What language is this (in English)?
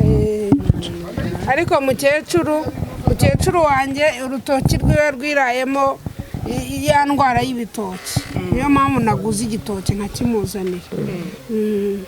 Kinyarwanda